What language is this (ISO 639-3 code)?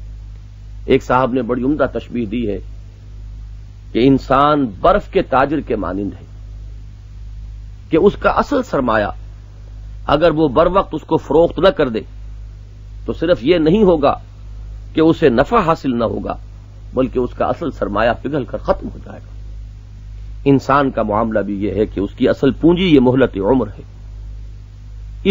urd